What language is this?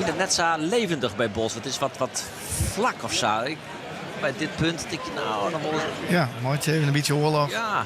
Western Frisian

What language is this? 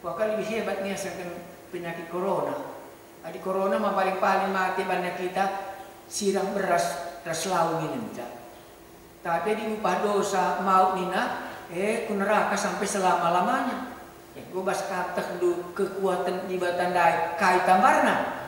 Batak Karo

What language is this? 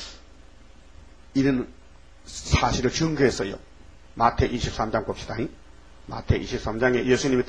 Korean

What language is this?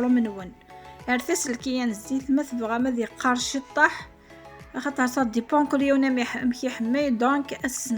Kabyle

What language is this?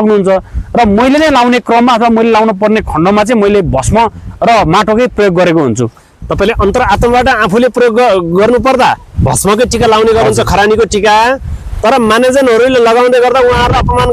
Nepali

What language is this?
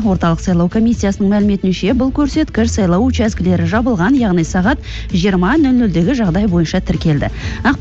Kazakh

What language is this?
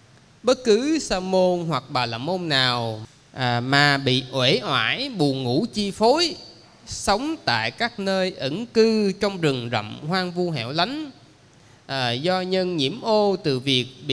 Vietnamese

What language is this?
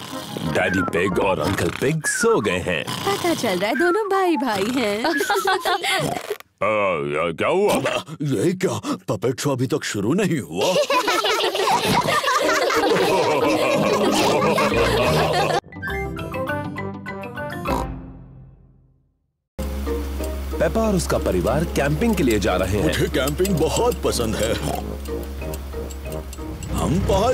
Hindi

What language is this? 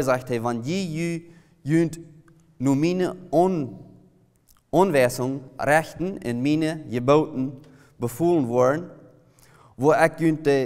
Plautdietsch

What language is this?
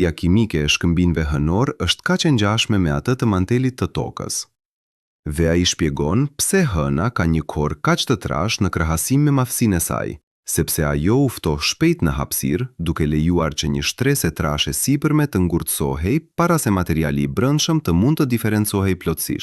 Albanian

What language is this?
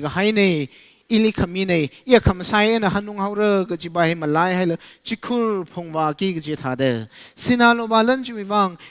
Tangkhul Naga (India)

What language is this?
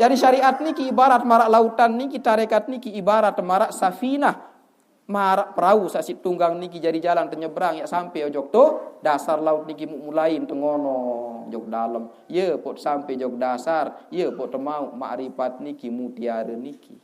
Sasak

